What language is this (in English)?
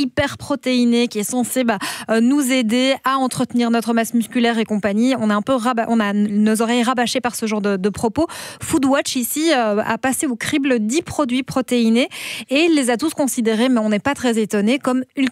French